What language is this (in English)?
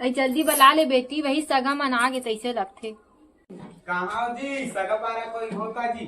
Chhattisgarhi